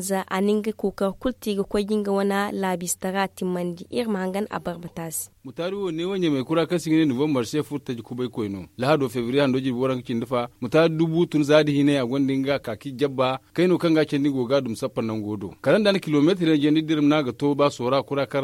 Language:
Zarma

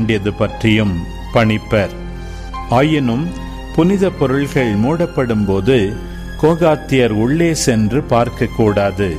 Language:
Tamil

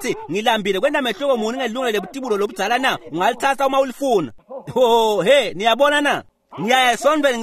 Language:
Swati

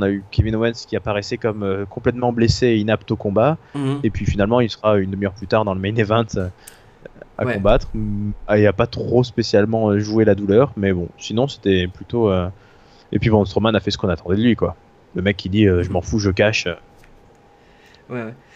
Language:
French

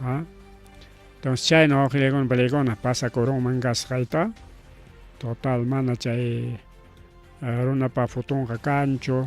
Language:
Ayacucho Quechua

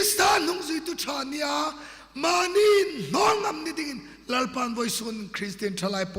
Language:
Hmar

